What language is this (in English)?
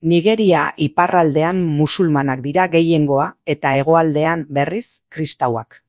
Basque